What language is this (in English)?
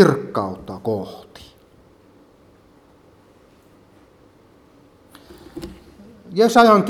Finnish